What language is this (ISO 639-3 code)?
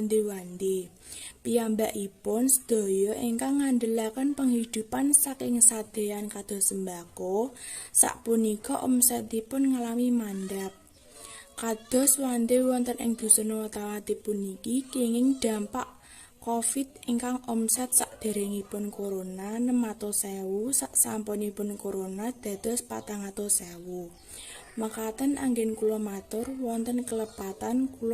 jav